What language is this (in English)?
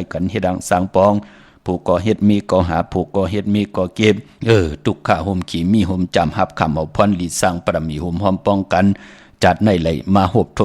Shan